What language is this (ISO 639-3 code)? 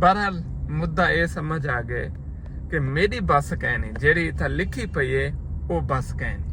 skr